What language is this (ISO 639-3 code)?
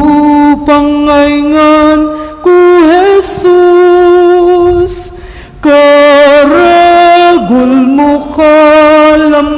pam